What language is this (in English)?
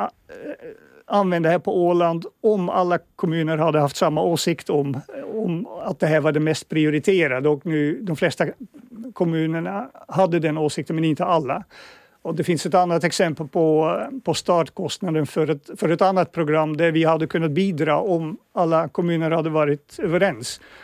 Swedish